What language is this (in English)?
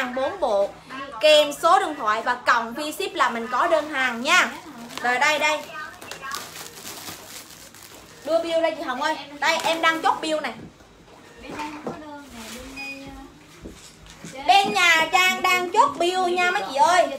Vietnamese